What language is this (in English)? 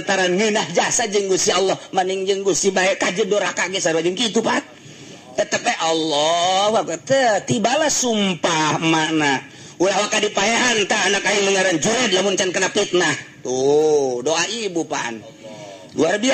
Sundanese